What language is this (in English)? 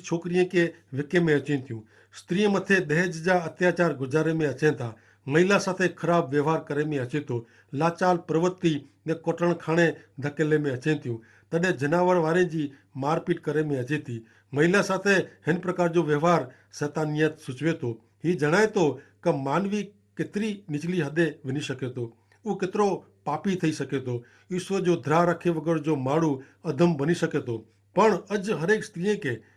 Kachhi